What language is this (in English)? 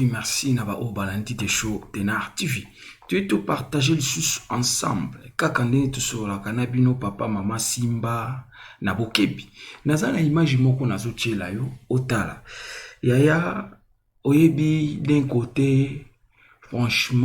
Lingala